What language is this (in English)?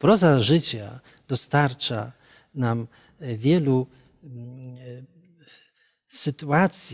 Polish